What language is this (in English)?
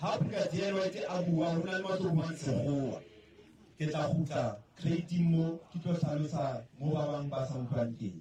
Southern Sotho